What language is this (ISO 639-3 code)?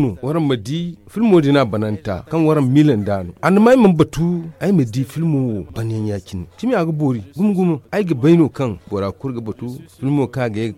dje